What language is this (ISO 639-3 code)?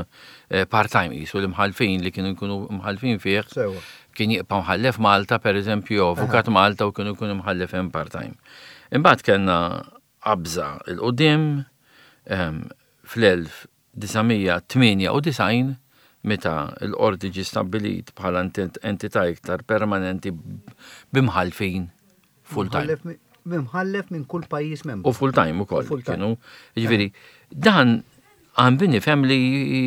mlt